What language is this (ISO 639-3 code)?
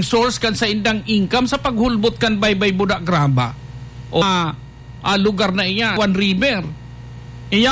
bik